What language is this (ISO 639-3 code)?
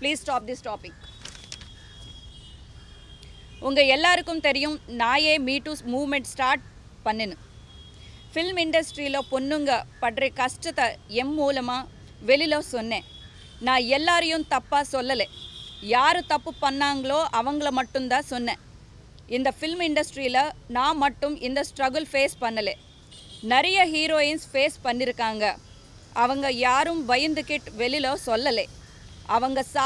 tam